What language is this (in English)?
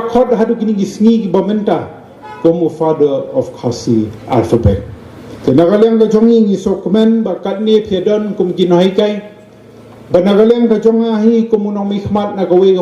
Khasi